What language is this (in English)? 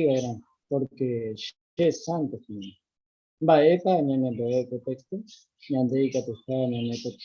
Guarani